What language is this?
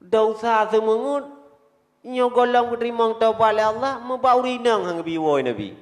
Achinese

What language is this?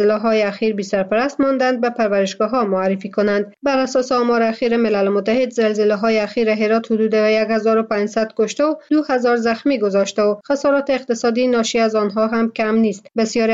Persian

